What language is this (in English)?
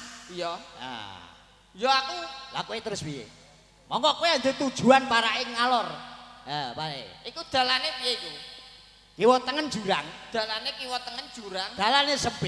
Javanese